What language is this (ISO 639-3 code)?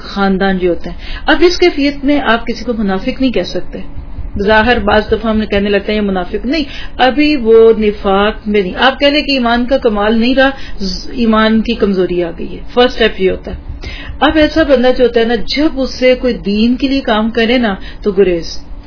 urd